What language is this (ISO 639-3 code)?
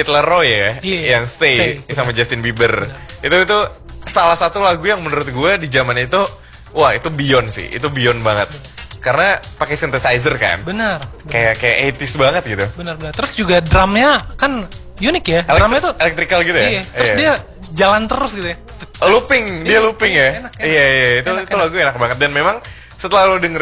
ind